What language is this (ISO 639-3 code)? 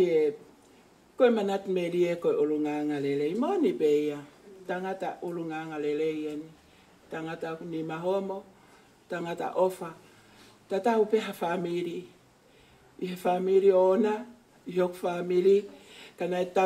ton